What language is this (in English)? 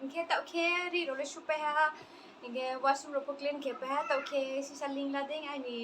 Riang (India)